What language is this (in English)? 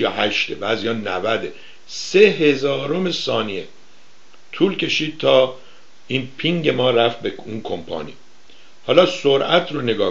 Persian